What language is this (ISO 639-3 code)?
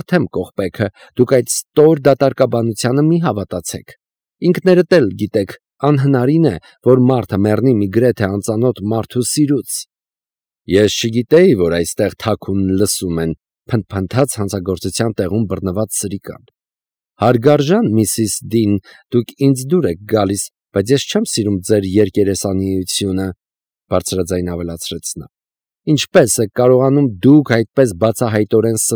hye